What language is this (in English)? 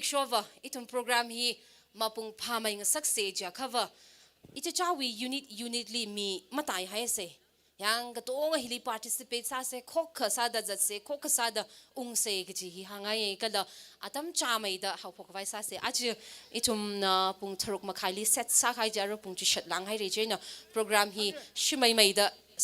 Tangkhul Naga (India)